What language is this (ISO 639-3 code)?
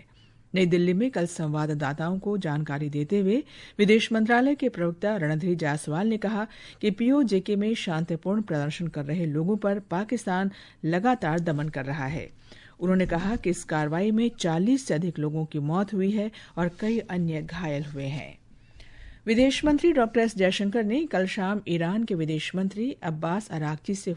hin